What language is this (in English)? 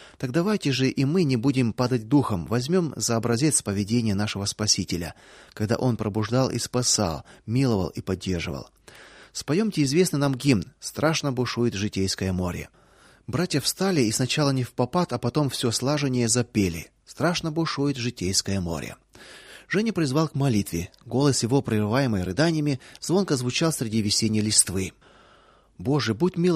Russian